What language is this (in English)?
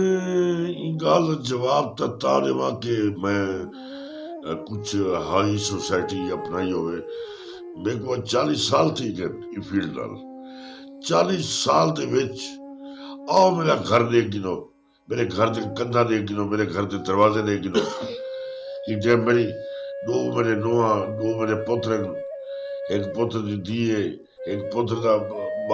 Saraiki